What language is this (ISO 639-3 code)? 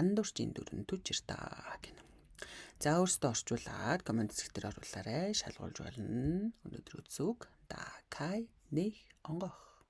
mon